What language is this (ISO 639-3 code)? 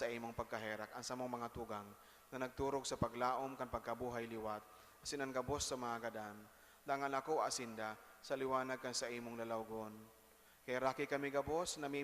bik